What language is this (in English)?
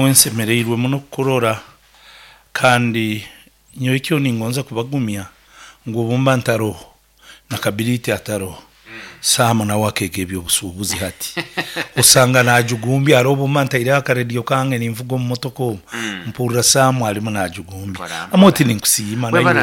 Nyoro